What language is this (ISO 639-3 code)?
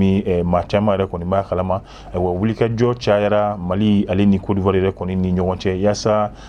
bam